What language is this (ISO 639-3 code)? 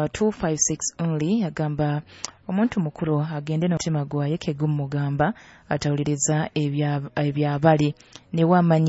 nyo